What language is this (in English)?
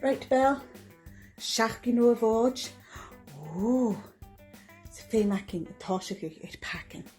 Scottish Gaelic